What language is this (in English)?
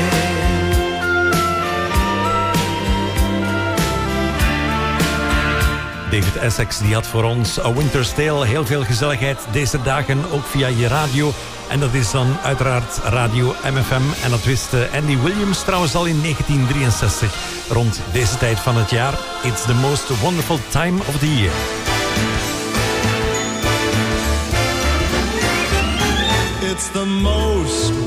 Dutch